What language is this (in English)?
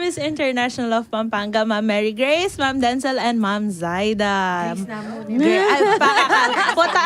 Pampanga